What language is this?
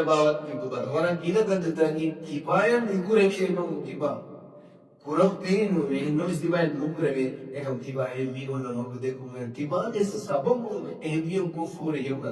Divehi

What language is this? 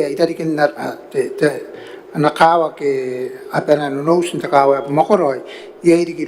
Gilbertese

